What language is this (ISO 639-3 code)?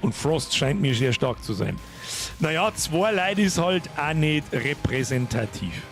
bar